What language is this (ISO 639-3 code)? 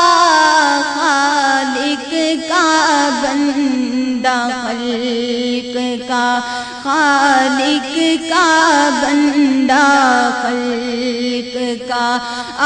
urd